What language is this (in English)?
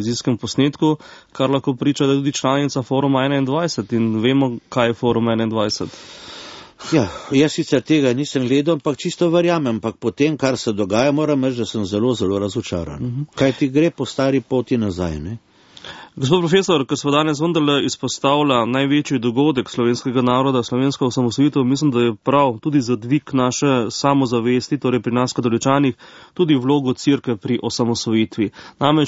Slovenian